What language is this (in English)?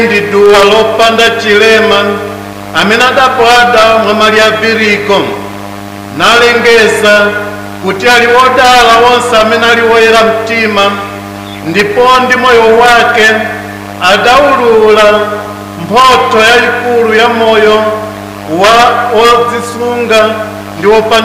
Nyanja